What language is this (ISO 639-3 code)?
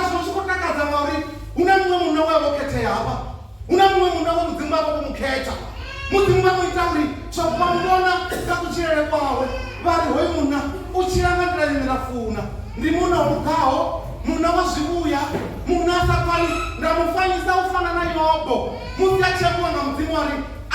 ven